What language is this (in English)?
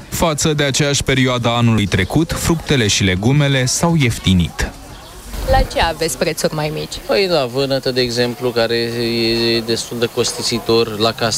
Romanian